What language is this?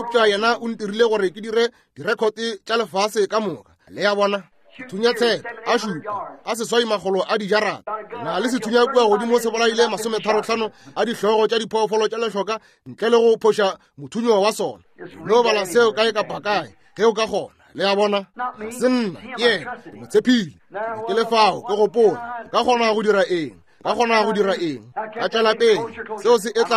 Northern Sotho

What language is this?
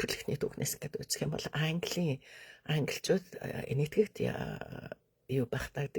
Mongolian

